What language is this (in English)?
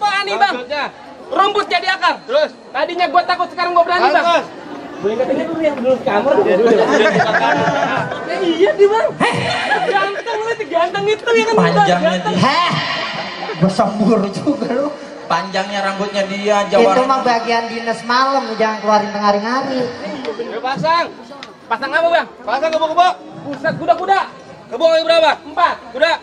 Betawi